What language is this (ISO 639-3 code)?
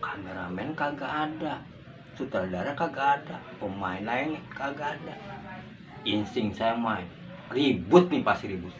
bew